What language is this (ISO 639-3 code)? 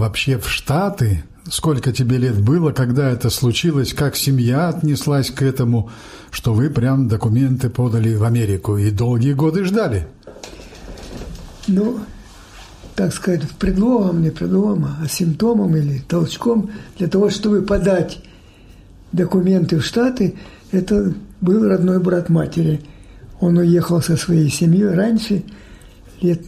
rus